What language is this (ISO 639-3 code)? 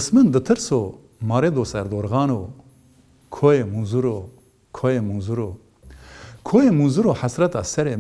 kur